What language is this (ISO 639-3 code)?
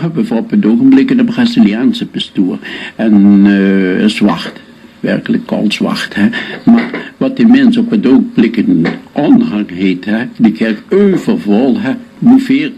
lim